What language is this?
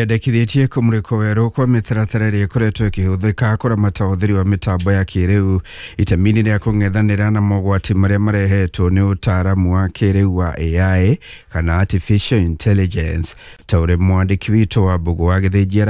Kikuyu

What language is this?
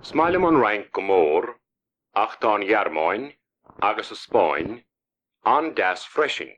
Irish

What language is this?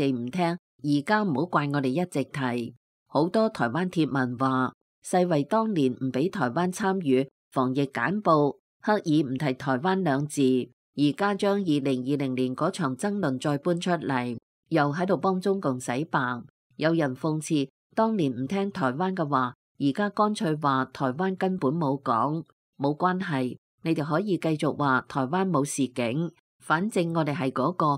Cantonese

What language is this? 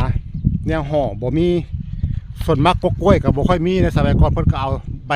Northeastern Thai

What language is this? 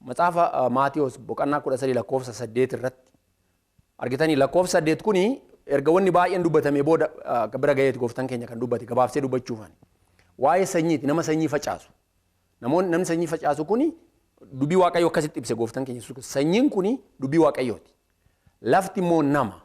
Oromo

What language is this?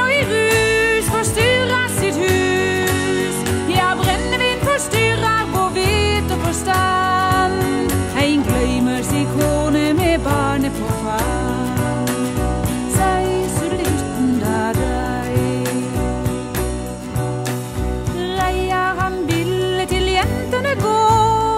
Norwegian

